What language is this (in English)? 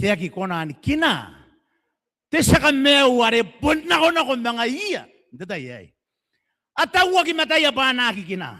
Gilbertese